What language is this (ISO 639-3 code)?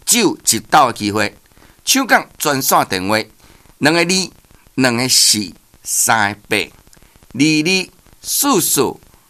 nan